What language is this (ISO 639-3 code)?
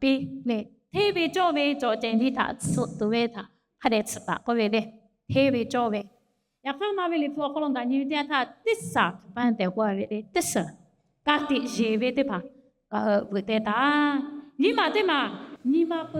lhu